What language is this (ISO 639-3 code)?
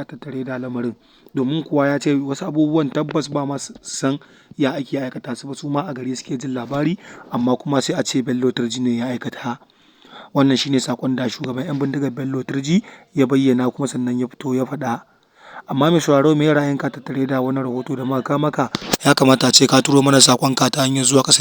hau